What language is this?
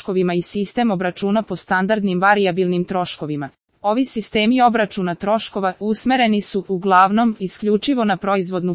Serbian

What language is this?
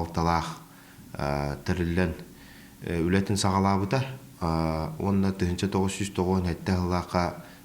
Yakut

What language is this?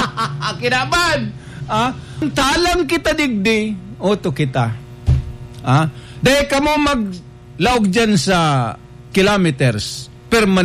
Bikol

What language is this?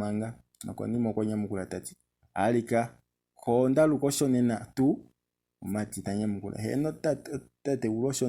Kuanyama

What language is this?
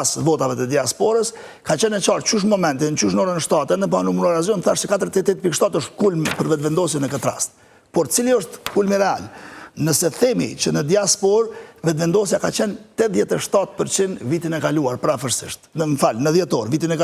Albanian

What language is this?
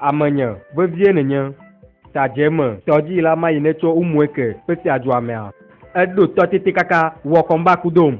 Ewe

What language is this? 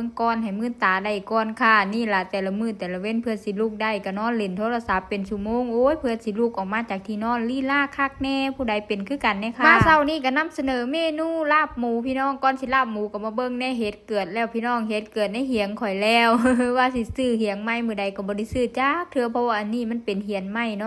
Northeastern Thai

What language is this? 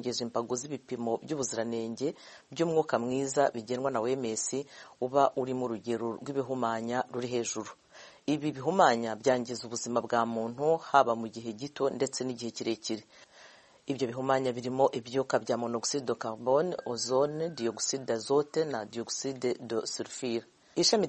Kinyarwanda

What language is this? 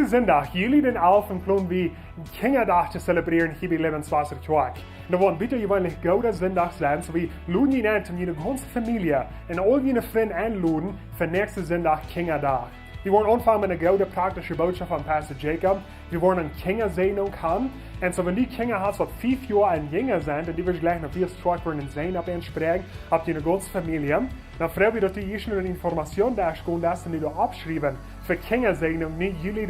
Plautdietsch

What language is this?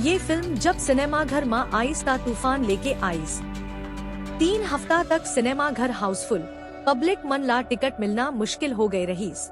Chhattisgarhi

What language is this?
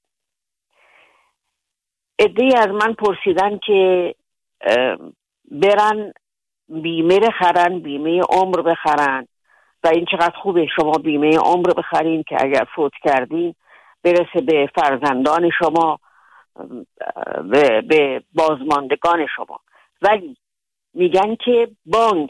Persian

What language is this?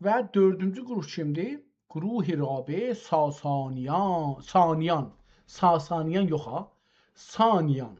South Azerbaijani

